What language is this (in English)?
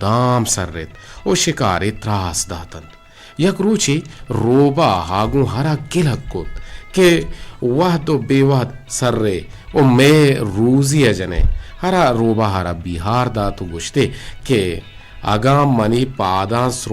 Eastern Balochi